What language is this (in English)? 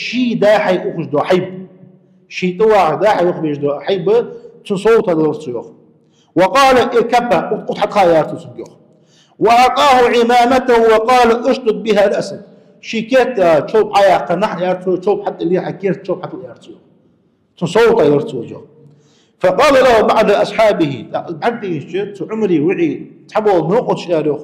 Ingush